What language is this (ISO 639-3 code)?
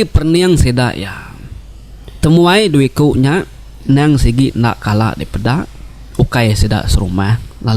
iba